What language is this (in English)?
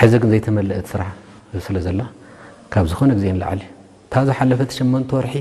Tigrinya